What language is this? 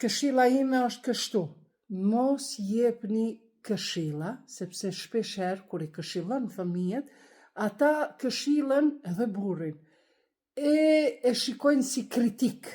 Albanian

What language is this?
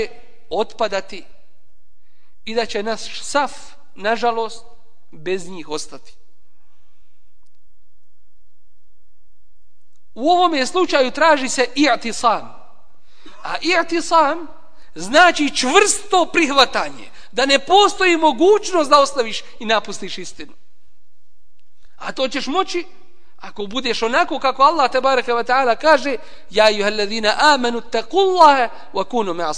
Bosnian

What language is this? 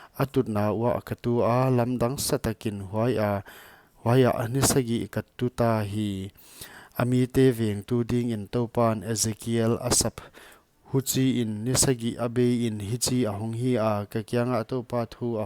Paite Chin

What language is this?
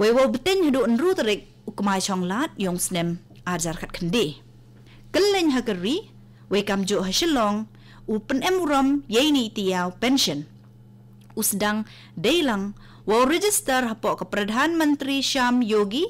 Khasi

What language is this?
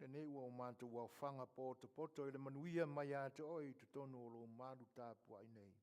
Samoan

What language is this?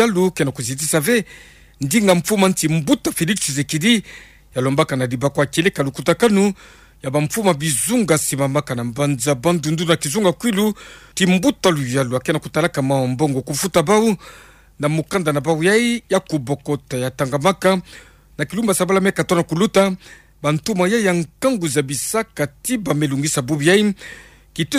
Kituba (Democratic Republic of Congo)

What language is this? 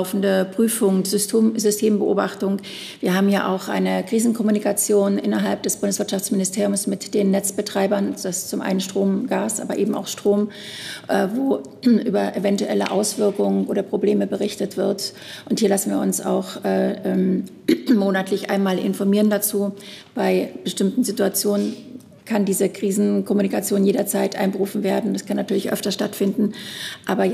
German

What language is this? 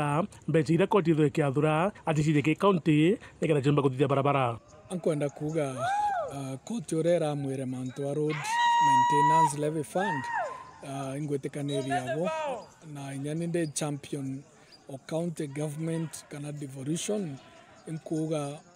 Meru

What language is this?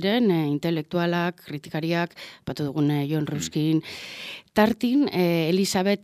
Basque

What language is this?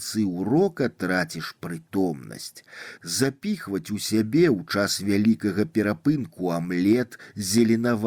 Belarusian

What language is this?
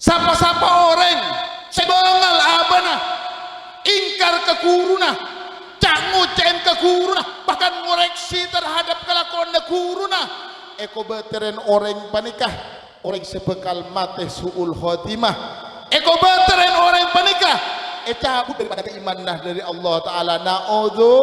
Madurese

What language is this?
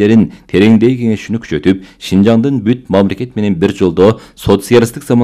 Kyrgyz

